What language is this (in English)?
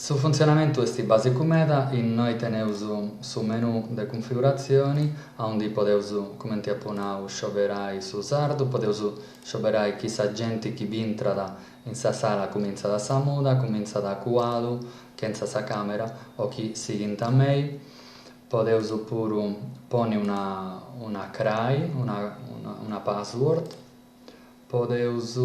Sardinian